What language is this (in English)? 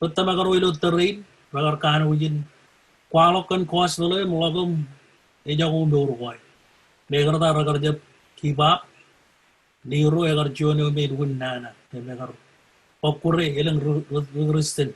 Marshallese